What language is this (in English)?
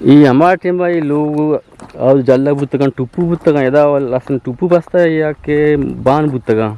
Eastern Balochi